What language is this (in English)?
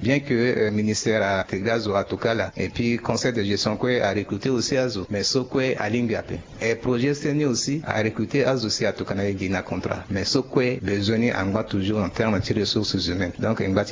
Sango